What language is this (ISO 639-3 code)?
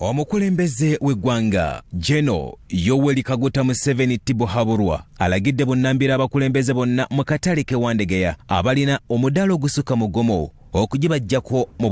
lug